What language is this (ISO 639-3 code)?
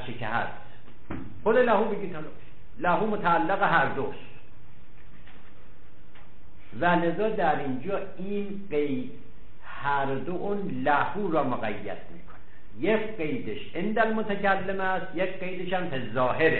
fas